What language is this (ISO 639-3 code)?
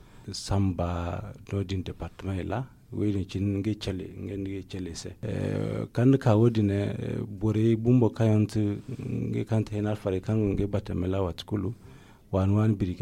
dje